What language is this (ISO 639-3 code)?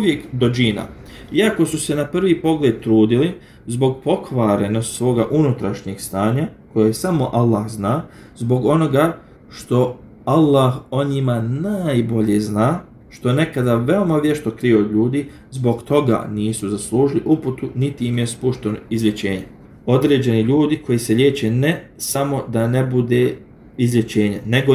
bos